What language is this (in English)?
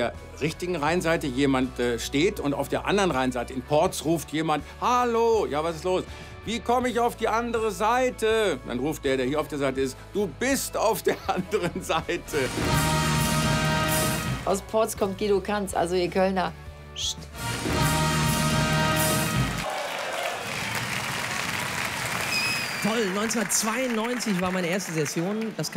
German